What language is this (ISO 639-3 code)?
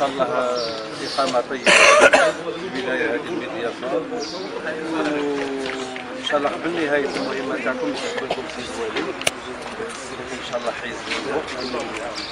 arq